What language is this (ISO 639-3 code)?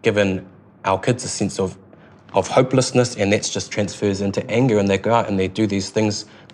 eng